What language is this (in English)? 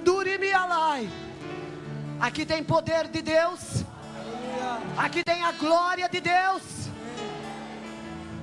Portuguese